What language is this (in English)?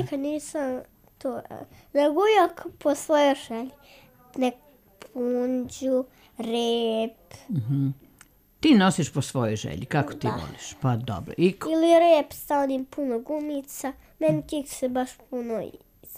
Serbian